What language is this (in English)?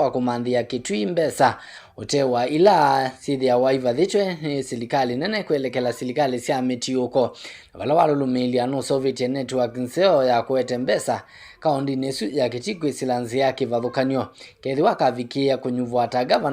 Kamba